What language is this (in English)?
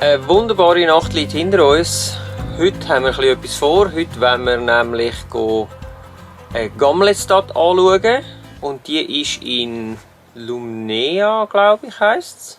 Swiss German